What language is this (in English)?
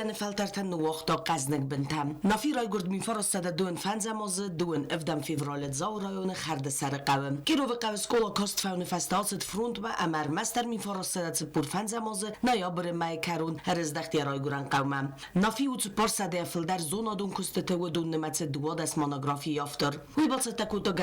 Ossetic